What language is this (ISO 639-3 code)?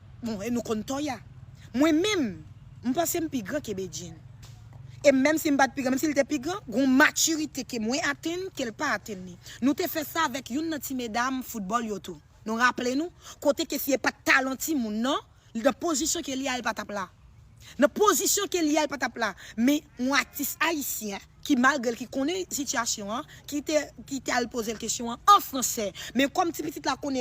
hat